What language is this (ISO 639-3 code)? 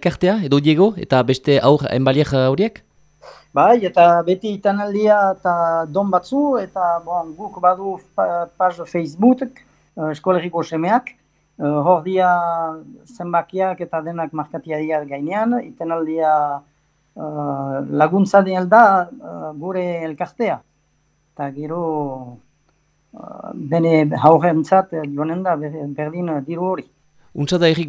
eus